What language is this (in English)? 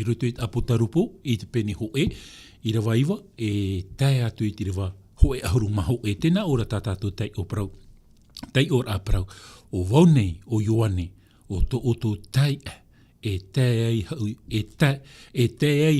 Tahitian